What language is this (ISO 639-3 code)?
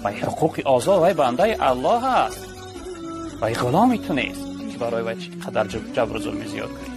tgk